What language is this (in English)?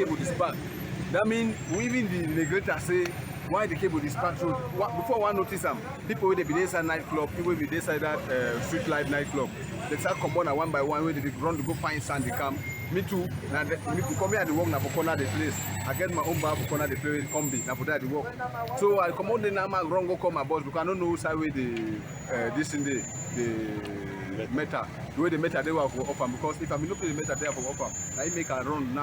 Cameroon Pidgin